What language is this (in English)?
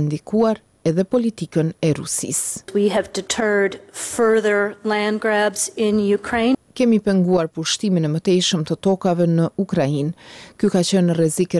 Albanian